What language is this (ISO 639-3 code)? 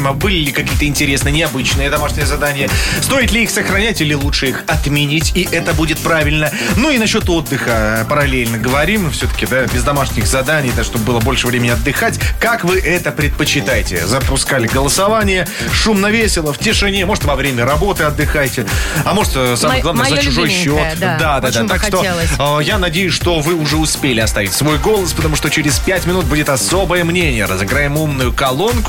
rus